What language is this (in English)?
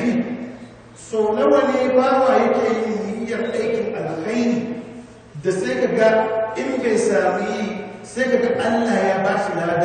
Hausa